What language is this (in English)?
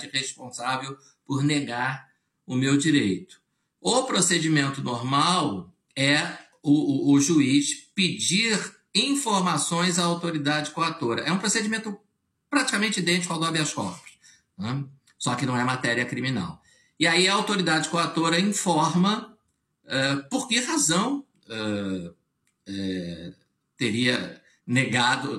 Portuguese